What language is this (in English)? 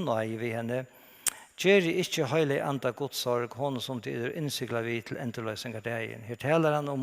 Faroese